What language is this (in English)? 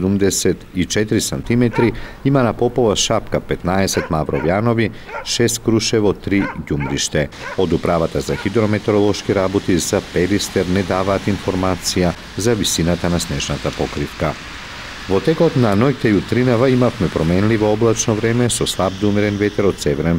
Macedonian